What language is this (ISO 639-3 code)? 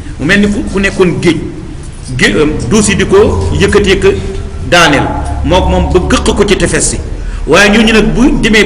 wol